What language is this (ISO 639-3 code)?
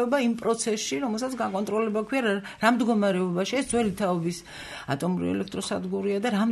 kat